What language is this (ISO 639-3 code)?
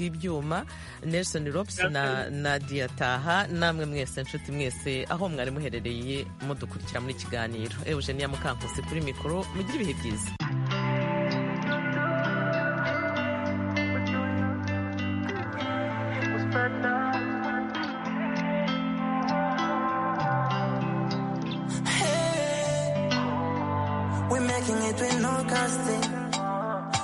kin